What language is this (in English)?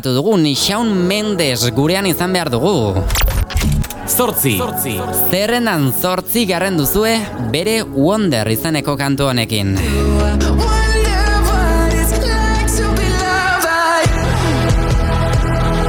Basque